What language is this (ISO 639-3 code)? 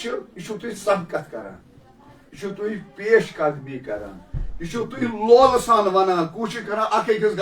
kas